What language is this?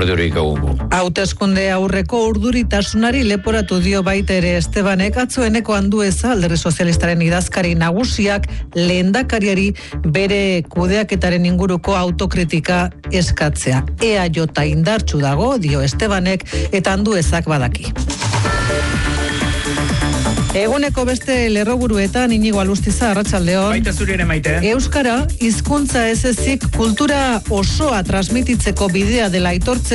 Basque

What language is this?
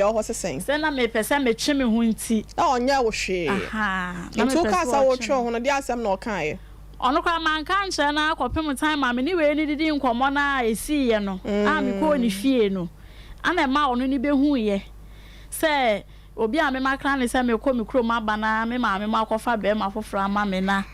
Akan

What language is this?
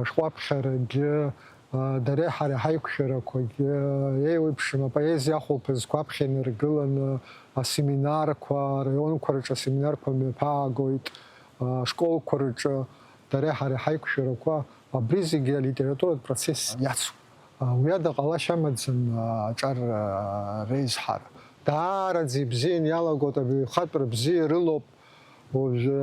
Abkhazian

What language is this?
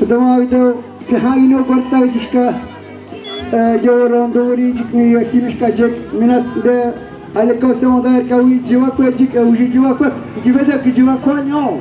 Atikamekw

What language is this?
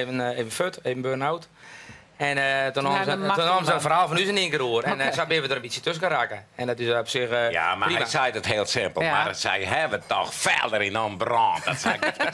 Western Frisian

